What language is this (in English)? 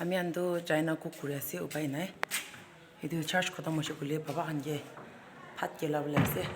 Naga Pidgin